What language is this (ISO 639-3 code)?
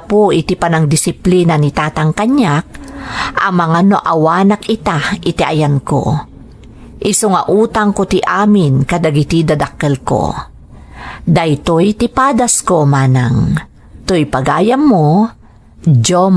ilo